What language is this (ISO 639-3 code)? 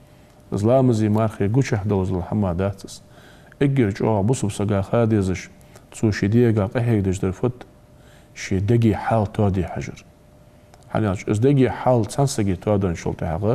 inh